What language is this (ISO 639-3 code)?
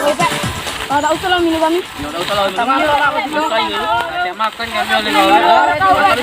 mui